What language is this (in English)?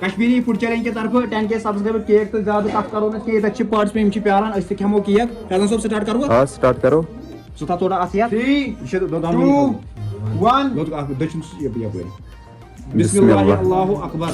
Kashmiri